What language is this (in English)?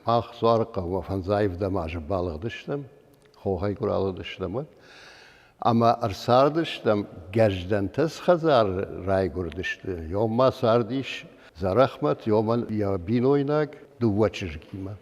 Ossetic